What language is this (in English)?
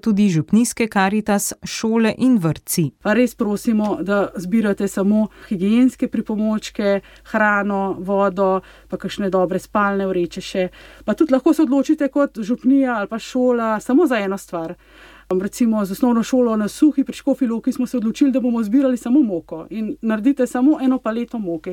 Slovenian